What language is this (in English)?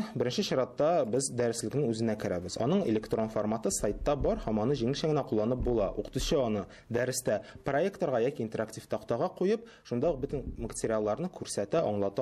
Tatar